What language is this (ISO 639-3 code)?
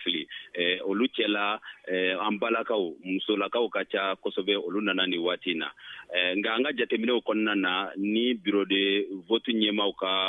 bam